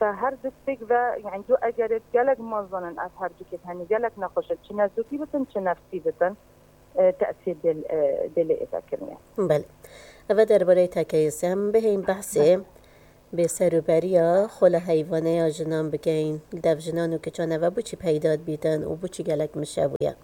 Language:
Kurdish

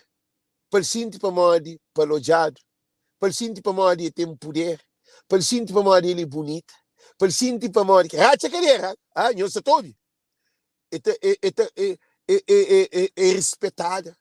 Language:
Kabuverdianu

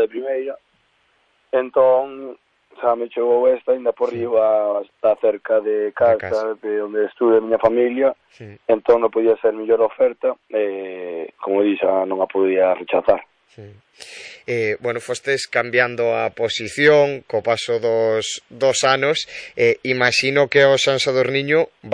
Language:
Galician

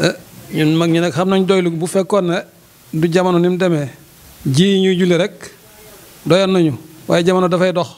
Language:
Wolof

